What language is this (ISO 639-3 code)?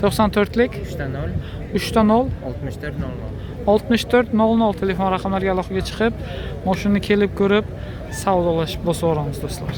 uzb